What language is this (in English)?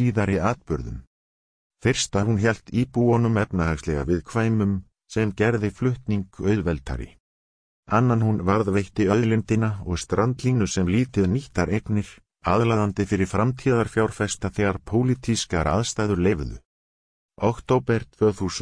Icelandic